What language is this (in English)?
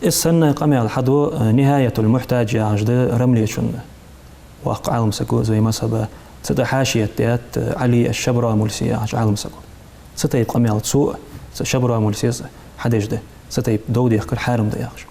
Ingush